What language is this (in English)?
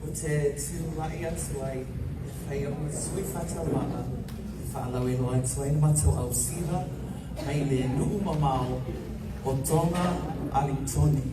Samoan